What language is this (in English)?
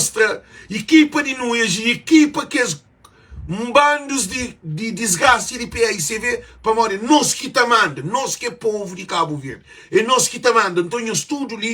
Kabuverdianu